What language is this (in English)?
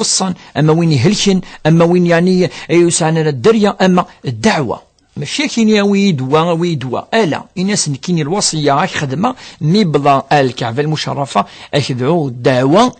Kabyle